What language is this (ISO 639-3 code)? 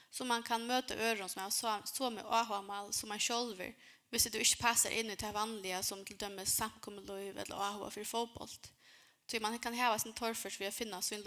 fao